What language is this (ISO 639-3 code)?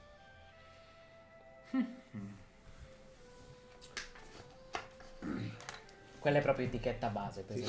ita